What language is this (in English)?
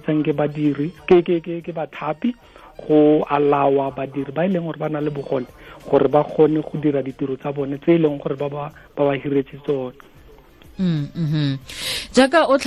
Tswana